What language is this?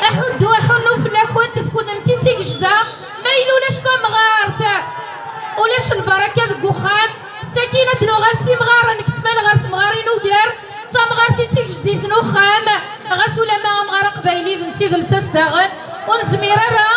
Kabyle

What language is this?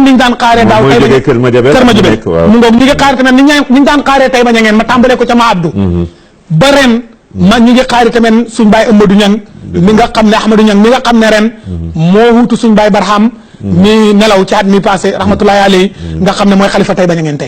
Wolof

